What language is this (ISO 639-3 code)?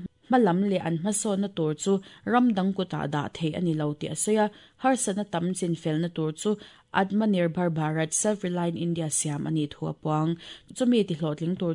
lus